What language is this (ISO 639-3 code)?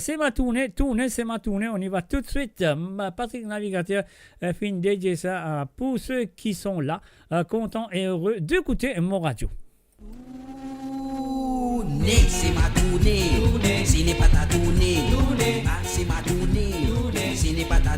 mfe